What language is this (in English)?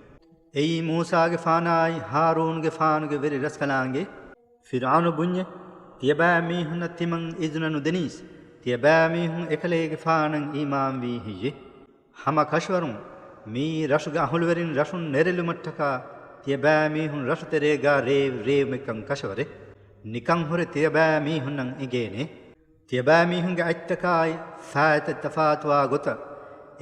Divehi